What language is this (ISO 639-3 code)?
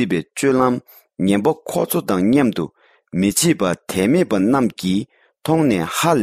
bod